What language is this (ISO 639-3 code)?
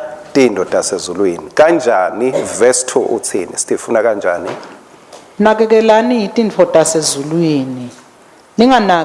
ssw